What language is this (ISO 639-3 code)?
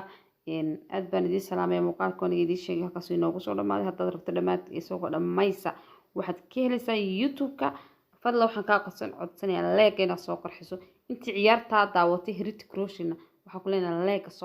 som